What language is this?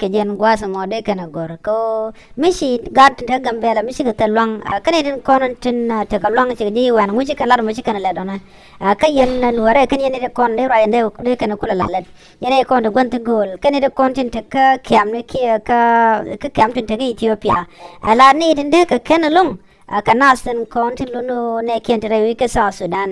Nuer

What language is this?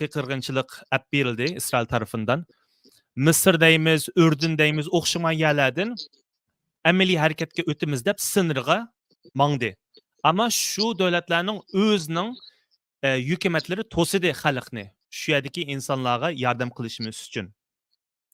Uyghur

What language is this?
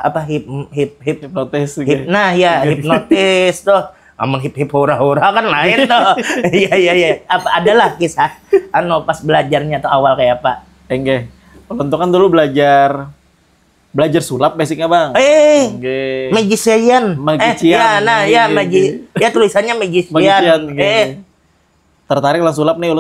Banjar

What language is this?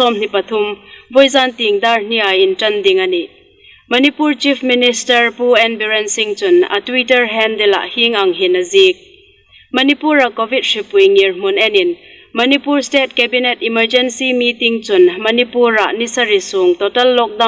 Hmar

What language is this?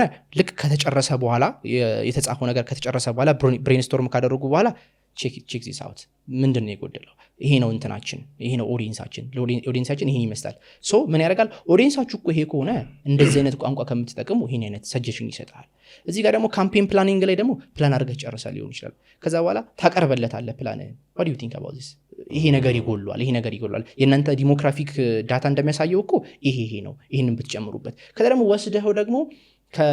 Amharic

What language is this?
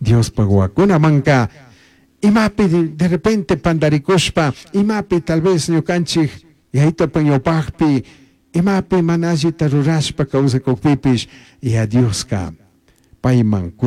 Chimborazo Highland Quichua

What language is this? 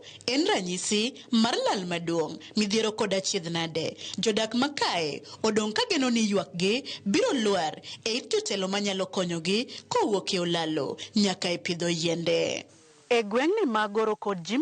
Luo (Kenya and Tanzania)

